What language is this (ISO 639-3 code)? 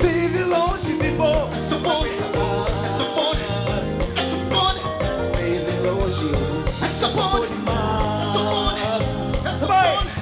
kea